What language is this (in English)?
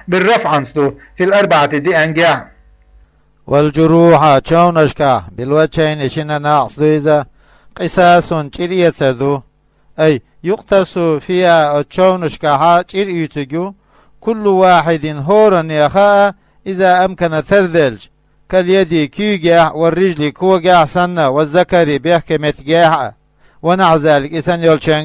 Chechen